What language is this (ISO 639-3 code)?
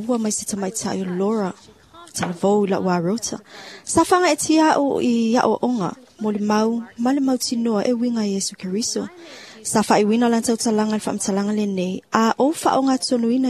smo